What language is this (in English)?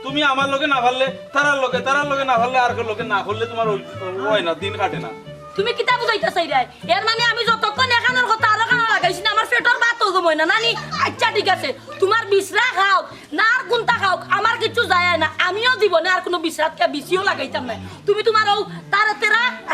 Sylheti